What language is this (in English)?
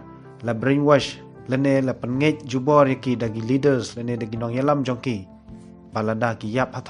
Khasi